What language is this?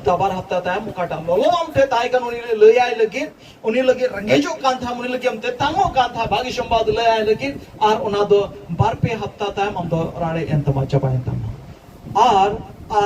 Santali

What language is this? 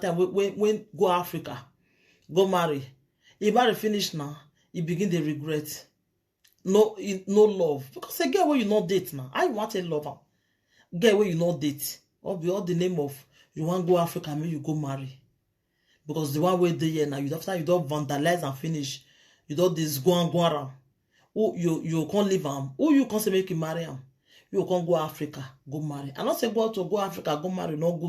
Nigerian Pidgin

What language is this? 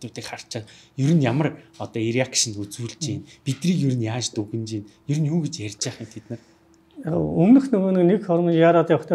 Mongolian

